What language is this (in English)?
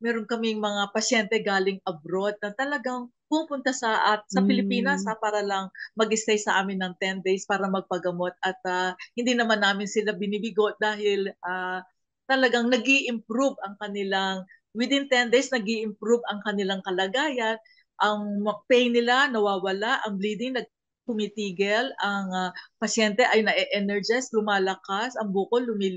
Filipino